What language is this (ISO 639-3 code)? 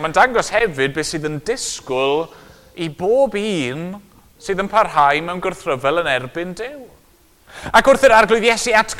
cym